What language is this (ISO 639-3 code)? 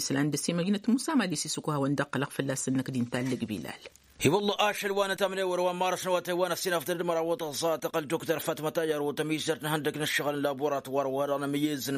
taq